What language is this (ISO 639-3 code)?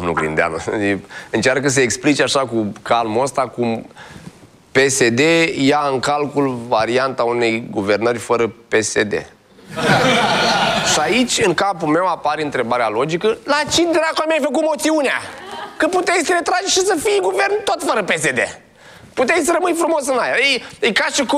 ron